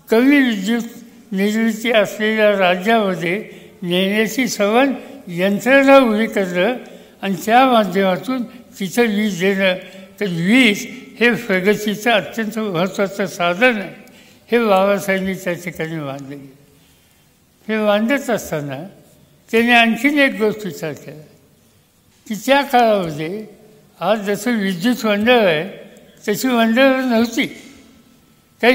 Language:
Marathi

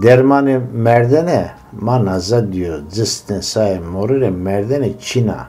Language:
Zaza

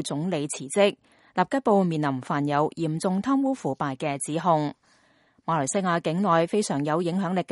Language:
Cantonese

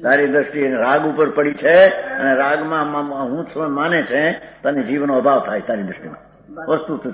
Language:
Gujarati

